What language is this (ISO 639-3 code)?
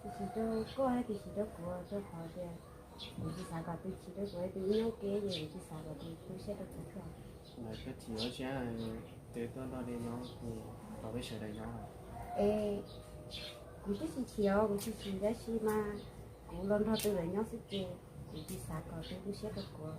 hmn